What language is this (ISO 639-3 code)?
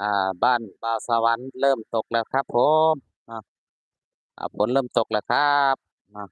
tts